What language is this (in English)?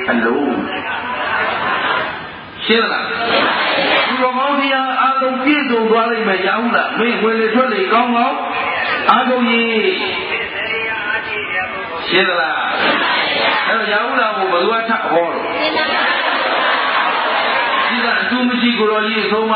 Burmese